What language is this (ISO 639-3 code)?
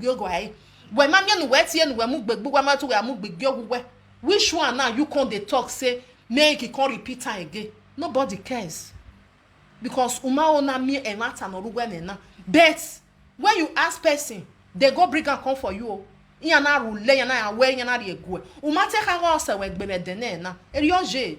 pcm